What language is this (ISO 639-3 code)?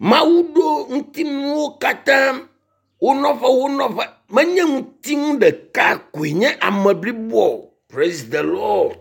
ewe